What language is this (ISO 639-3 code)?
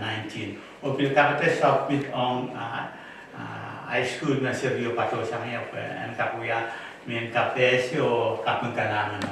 pon